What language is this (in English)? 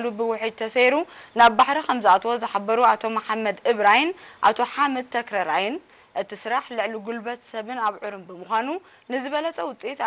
Tigrinya